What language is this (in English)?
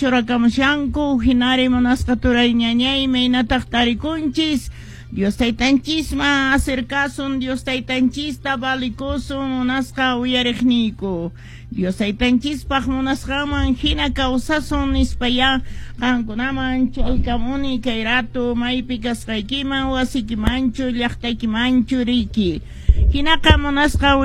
Quechua